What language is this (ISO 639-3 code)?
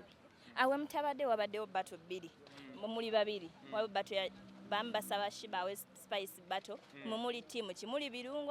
lug